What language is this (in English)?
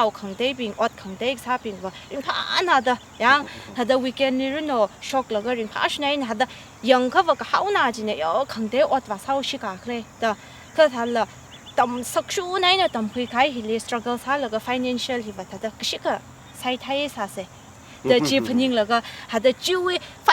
Tangkhul Naga (India)